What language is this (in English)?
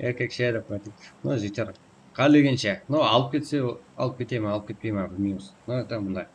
Kara-Kalpak